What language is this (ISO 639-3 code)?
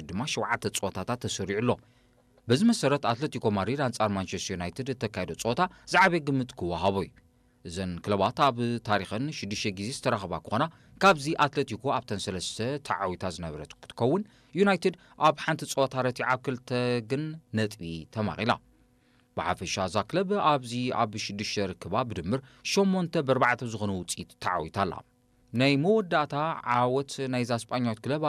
tir